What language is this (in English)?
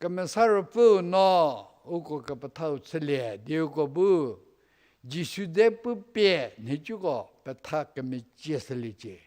Angami Naga